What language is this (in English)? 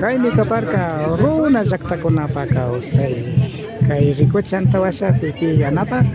Imbabura Highland Quichua